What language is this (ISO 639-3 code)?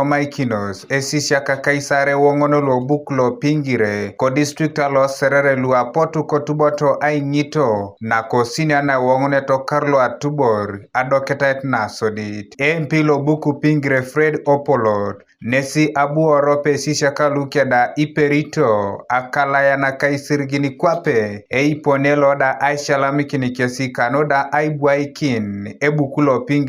teo